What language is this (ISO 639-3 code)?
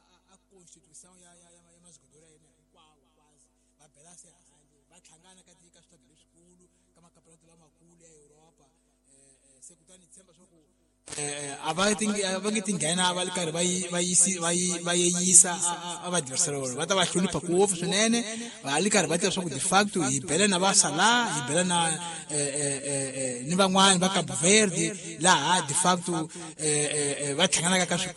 tso